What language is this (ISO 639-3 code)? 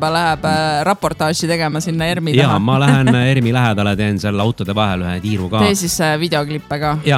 est